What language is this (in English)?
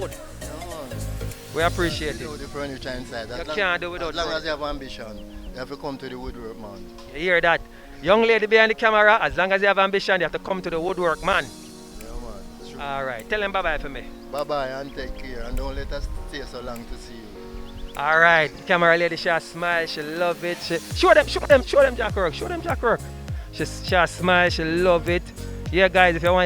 Jamaican Creole English